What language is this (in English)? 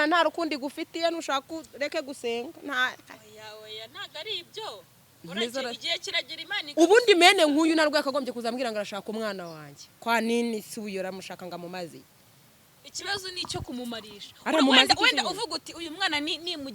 Kinyarwanda